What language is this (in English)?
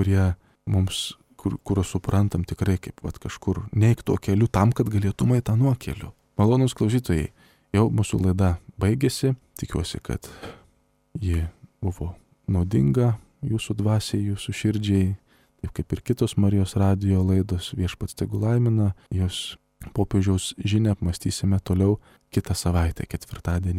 Lithuanian